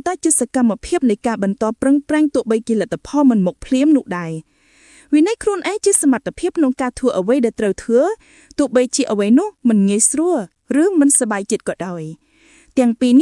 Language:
Khmer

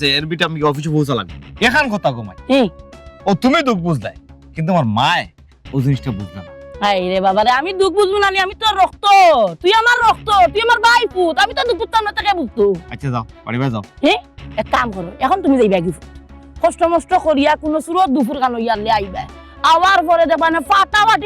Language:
Sylheti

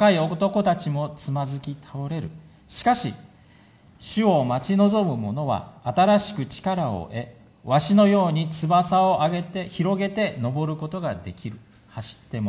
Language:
Japanese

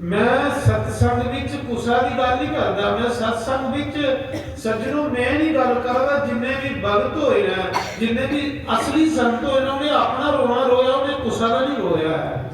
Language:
Dogri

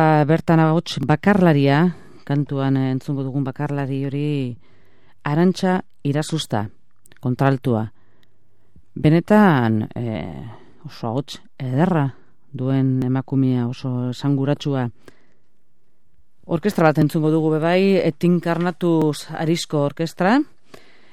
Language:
Basque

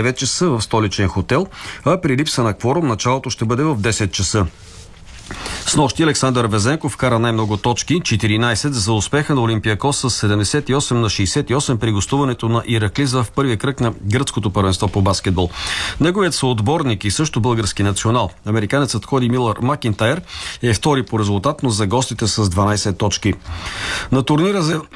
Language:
Bulgarian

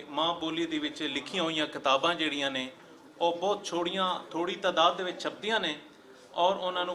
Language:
Western Panjabi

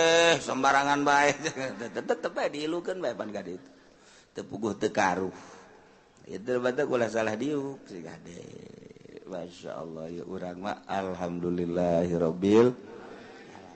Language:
Sundanese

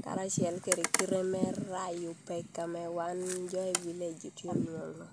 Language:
Lango (Uganda)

